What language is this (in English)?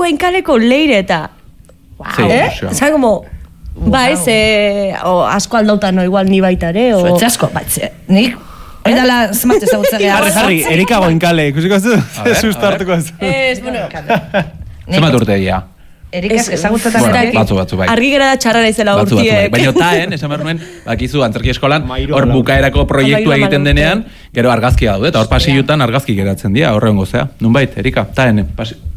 Basque